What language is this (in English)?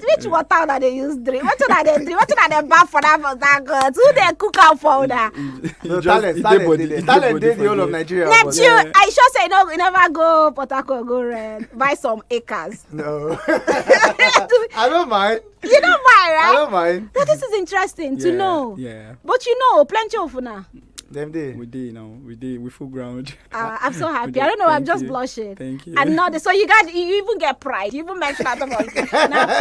Nigerian Pidgin